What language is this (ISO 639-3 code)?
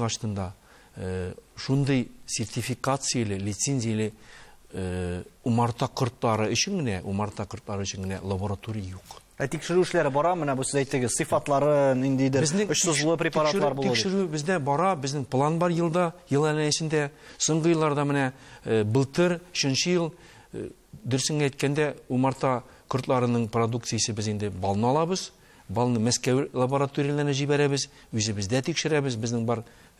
tat